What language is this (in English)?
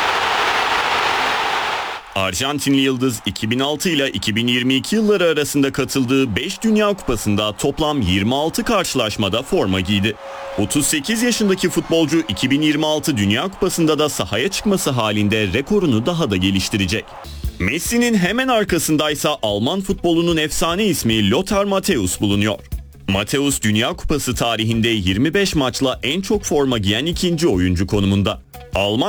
Turkish